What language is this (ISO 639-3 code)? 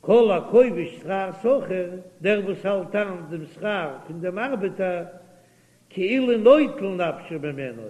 yid